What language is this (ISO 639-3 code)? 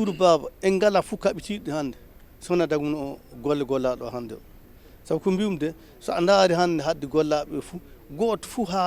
ful